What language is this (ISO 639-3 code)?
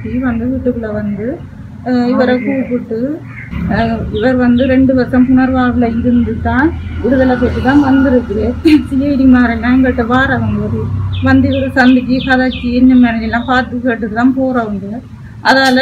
tam